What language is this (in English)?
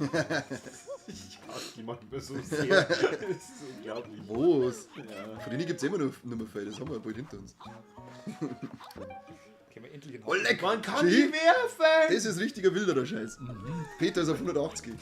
Bavarian